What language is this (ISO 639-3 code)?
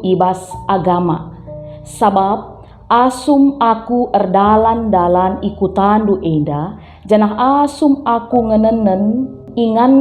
btx